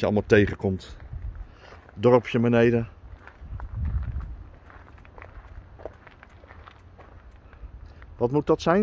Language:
Dutch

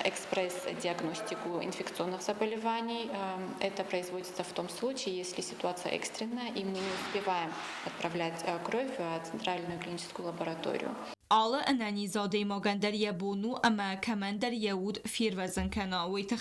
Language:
Ossetic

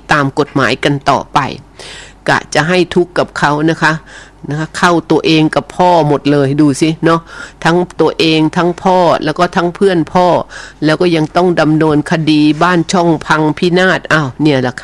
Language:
Thai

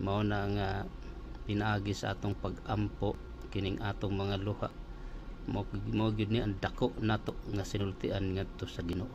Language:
Cebuano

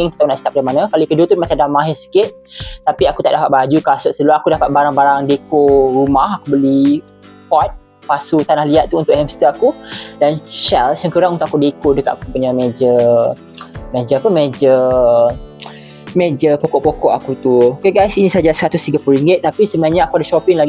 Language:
Malay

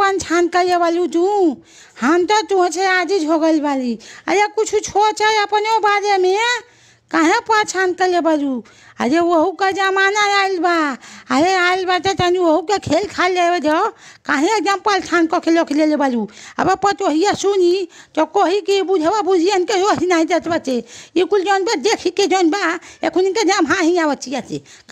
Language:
Bhojpuri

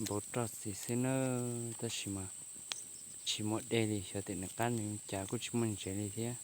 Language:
Hmong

